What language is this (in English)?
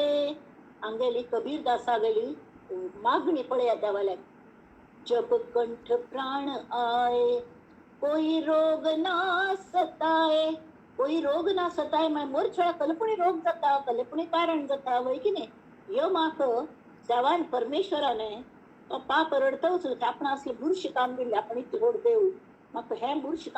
Konkani